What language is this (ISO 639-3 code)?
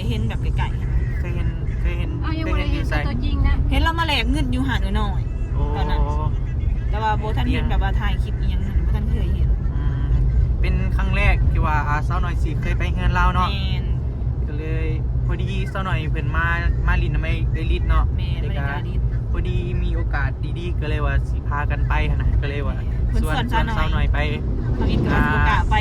lao